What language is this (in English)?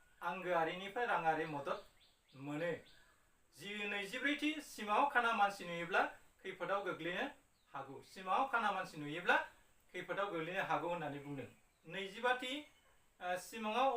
Bodo